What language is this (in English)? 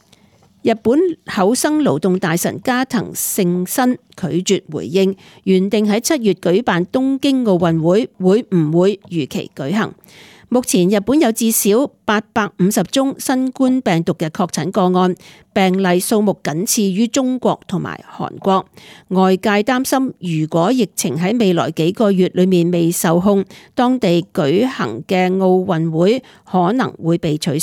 Cantonese